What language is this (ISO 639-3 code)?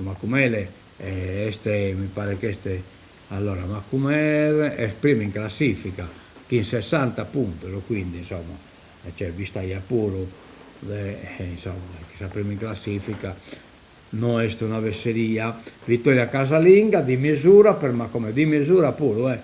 srd